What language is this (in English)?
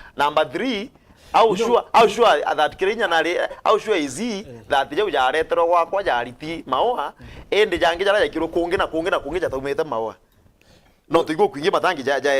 Meru